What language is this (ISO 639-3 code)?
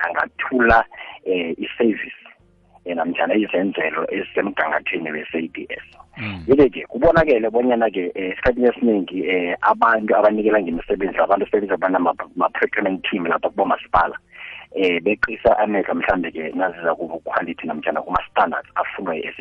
nbl